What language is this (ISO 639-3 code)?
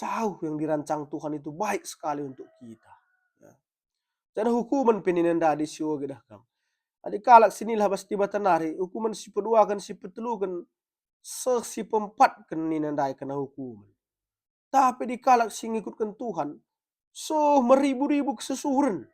btx